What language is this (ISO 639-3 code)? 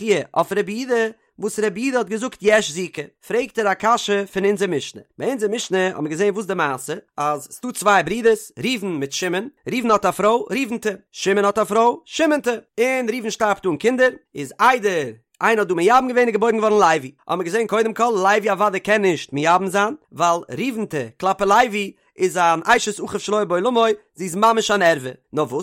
yid